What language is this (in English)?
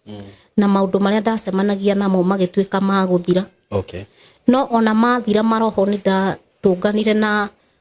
Kikuyu